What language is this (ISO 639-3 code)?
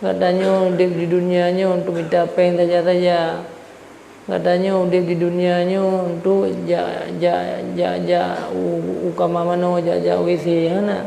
ace